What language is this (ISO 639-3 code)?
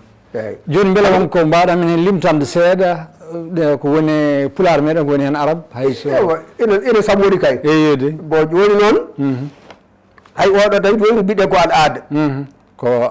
ful